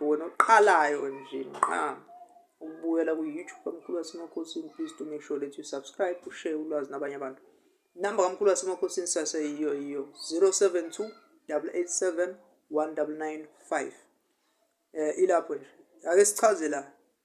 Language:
Zulu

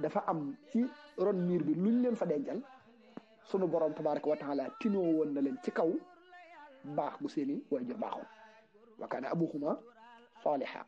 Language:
Wolof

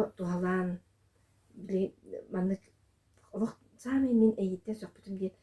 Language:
Yakut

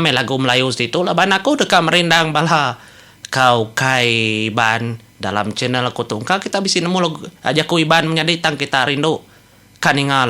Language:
Iban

